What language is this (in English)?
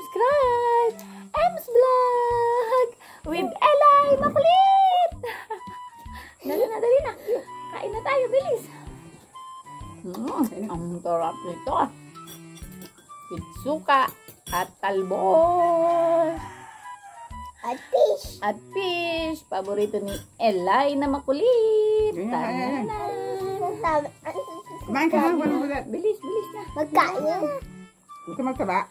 Filipino